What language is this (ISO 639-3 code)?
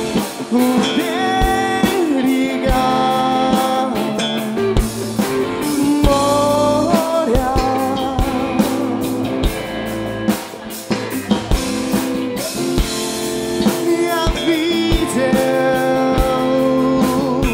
rus